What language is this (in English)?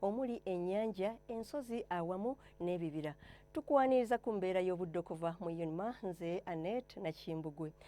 Ganda